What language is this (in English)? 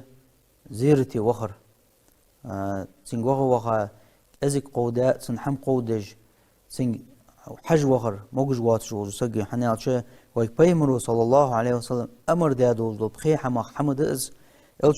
Ingush